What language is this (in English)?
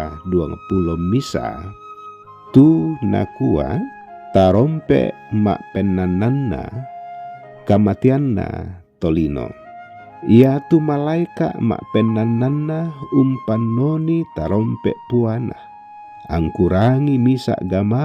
Toraja-Sa'dan